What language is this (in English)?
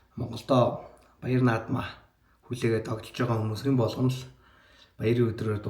Mongolian